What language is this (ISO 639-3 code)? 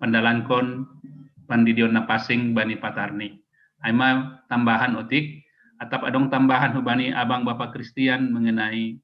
bts